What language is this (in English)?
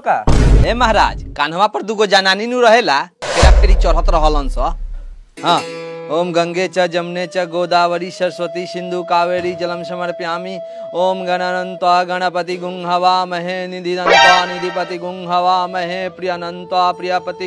Bhojpuri